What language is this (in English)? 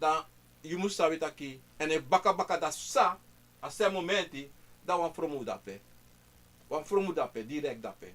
Sranan Tongo